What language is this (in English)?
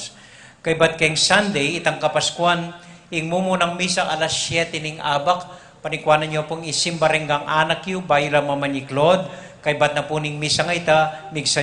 Pampanga